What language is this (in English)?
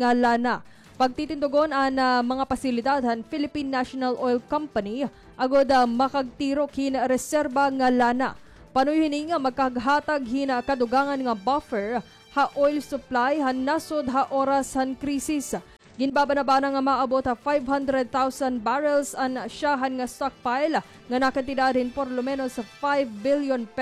Waray